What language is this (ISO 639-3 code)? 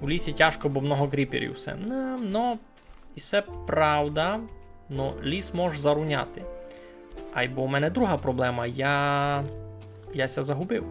rue